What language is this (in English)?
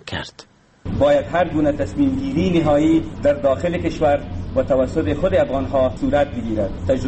Persian